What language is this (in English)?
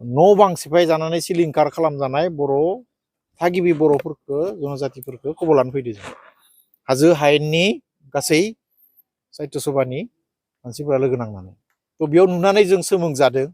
Bodo